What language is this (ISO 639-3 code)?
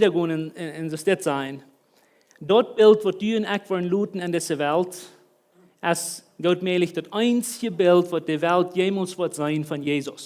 pdt